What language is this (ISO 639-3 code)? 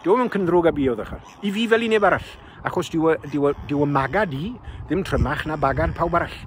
cym